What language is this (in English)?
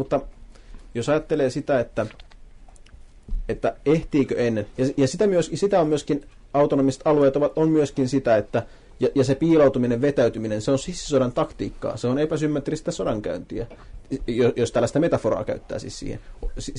Finnish